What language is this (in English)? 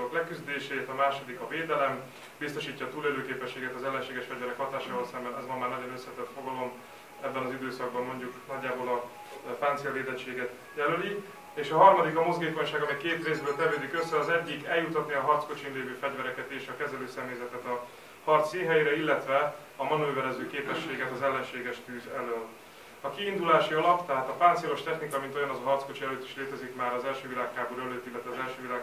Hungarian